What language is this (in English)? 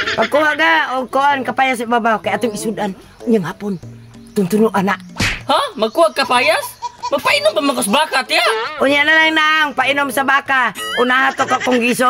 Cebuano